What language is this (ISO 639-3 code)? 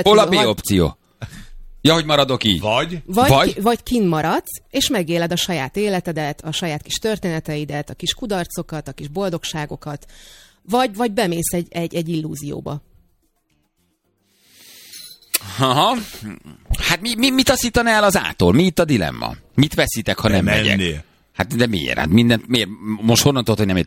hun